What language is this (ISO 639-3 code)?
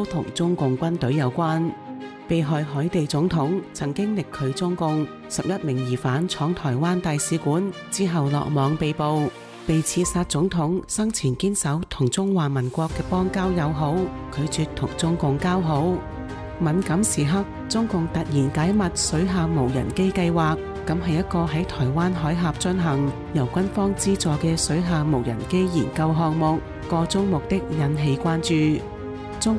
yue